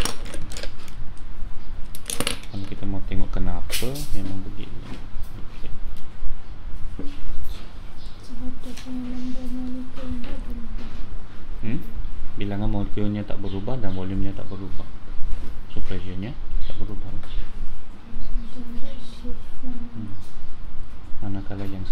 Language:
Malay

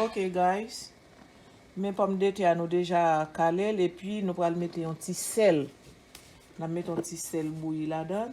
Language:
Haitian Creole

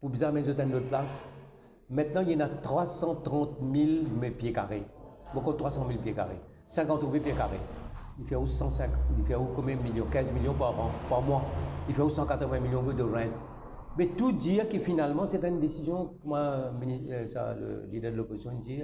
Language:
Morisyen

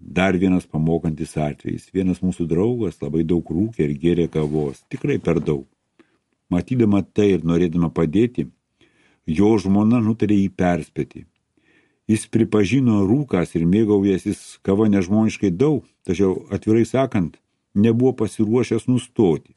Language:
Lithuanian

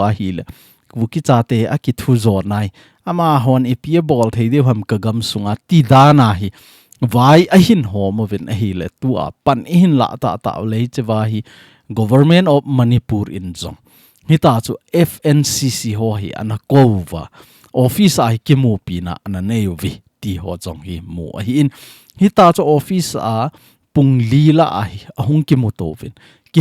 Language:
Thado Chin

